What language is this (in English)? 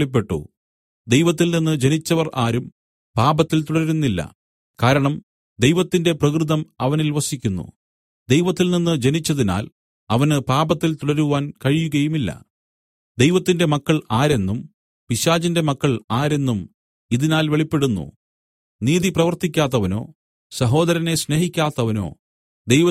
Malayalam